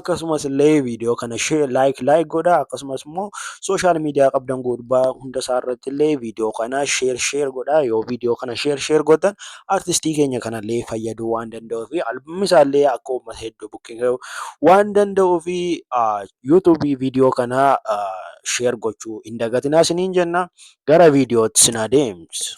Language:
Oromo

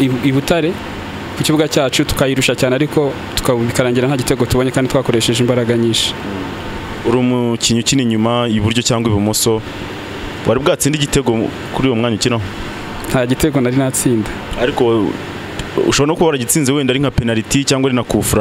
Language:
Kinyarwanda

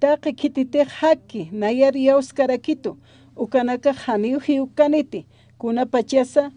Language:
Aymara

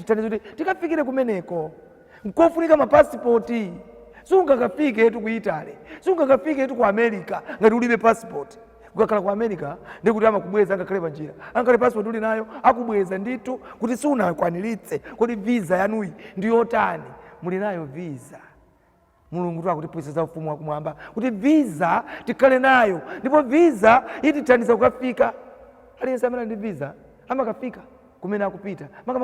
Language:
Nyanja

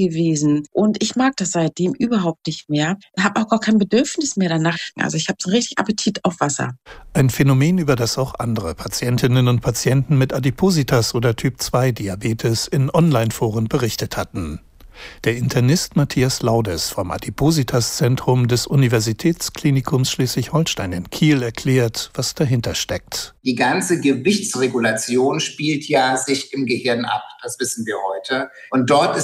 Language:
German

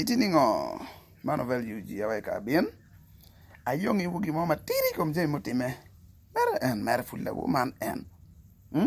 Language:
Acoli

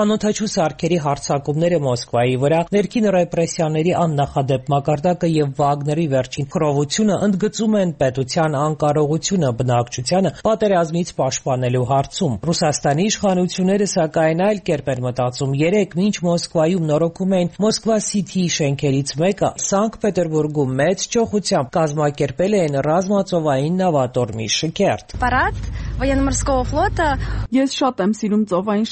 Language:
Armenian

